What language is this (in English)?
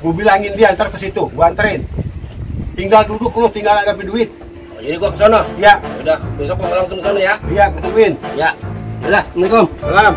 Betawi